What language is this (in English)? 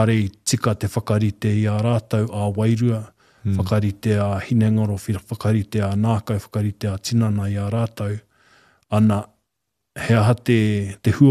Māori